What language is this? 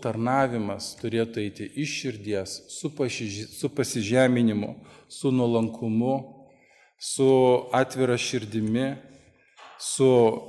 Lithuanian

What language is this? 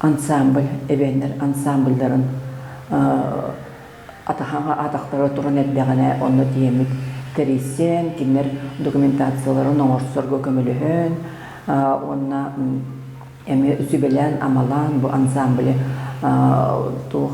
Yakut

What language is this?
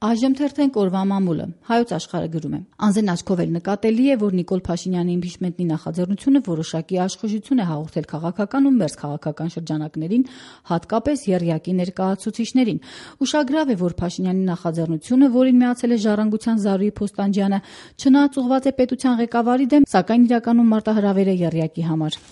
Armenian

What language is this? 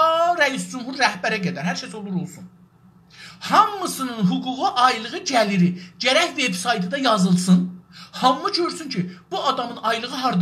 South Azerbaijani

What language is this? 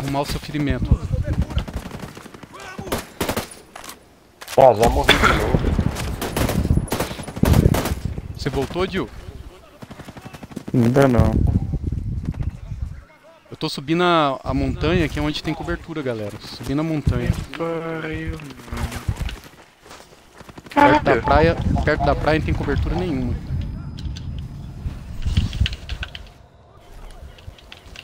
Portuguese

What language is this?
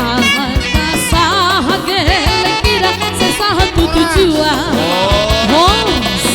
Batak Toba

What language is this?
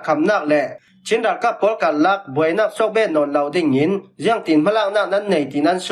Falam Chin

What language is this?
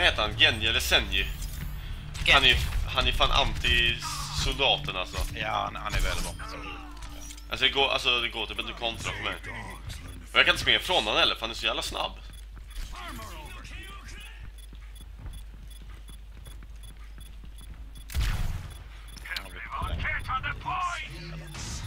Swedish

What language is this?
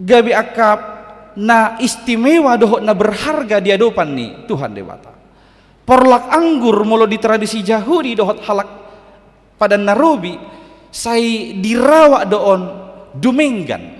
Batak Toba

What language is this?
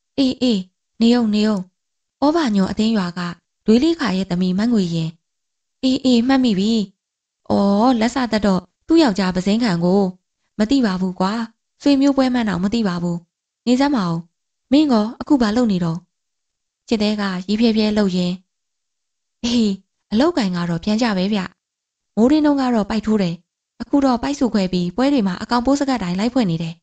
Burmese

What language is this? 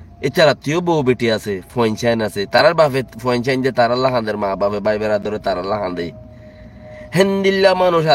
Rohingya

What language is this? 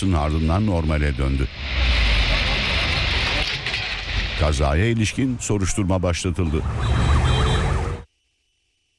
Turkish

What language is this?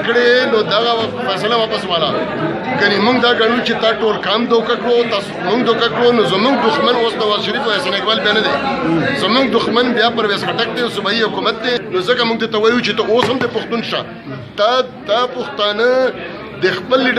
Pashto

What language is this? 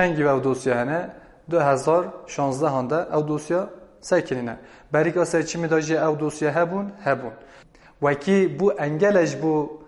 Kurdish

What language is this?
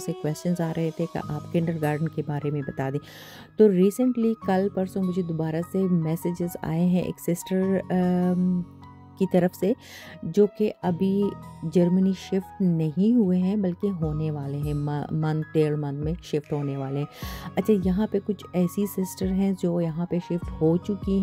Hindi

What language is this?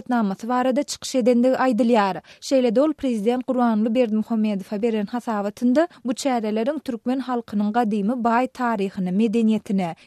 Turkmen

